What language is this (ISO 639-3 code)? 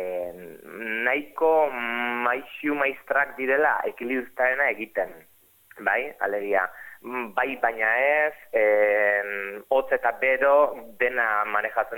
eus